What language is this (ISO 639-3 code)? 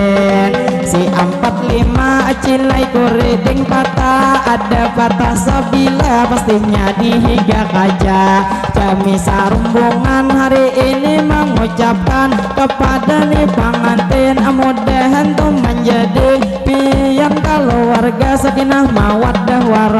bjn